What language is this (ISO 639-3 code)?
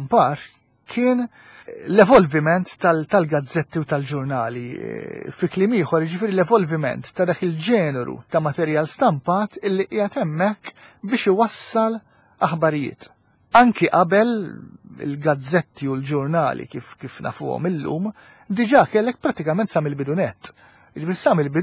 mlt